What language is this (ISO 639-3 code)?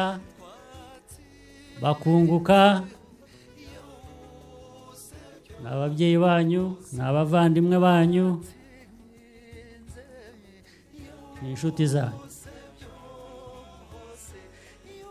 kin